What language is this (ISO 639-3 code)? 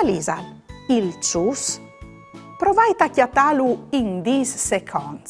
fur